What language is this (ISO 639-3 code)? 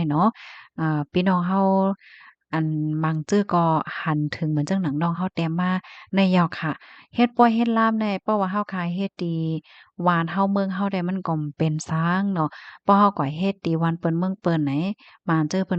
shn